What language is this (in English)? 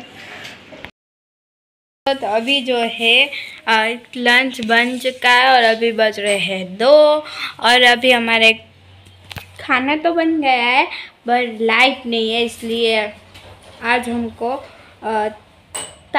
Hindi